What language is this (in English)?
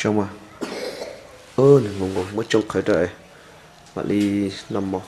Hmong